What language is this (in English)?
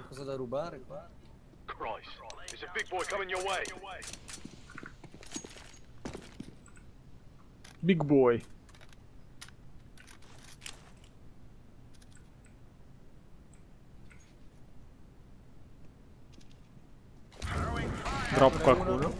Italian